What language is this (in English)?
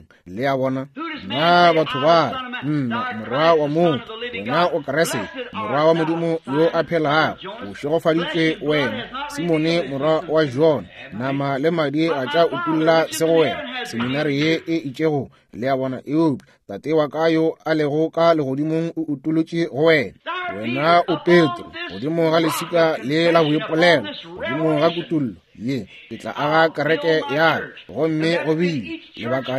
Northern Sotho